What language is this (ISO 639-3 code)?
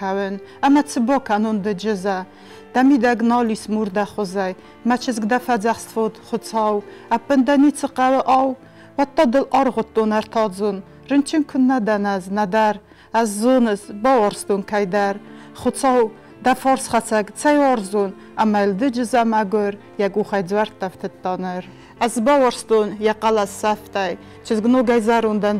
oss